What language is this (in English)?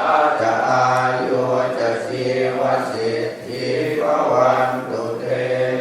Pali